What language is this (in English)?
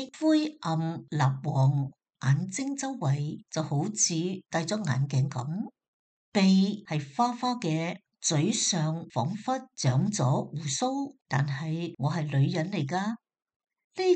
Cantonese